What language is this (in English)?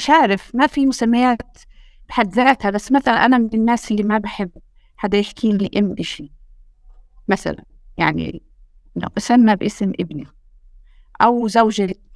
North Levantine Arabic